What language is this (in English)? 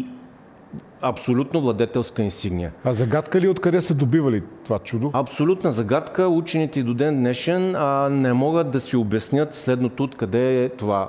Bulgarian